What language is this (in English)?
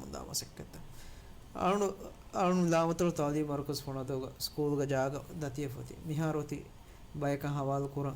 Divehi